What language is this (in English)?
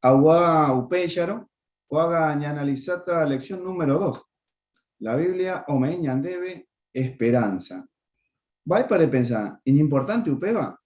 Guarani